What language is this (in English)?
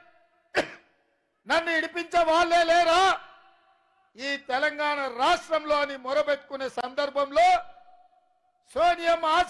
Telugu